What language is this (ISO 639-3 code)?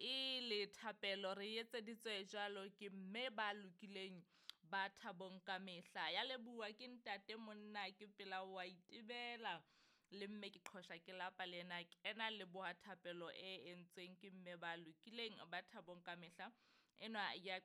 sot